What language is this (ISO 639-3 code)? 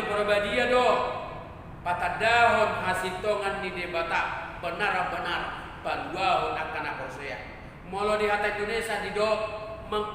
bbc